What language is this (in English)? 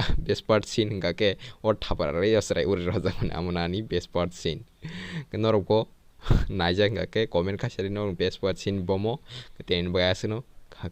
Kok Borok